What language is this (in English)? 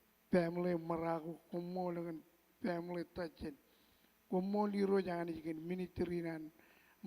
Marshallese